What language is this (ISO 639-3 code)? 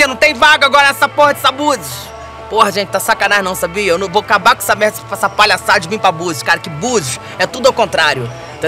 por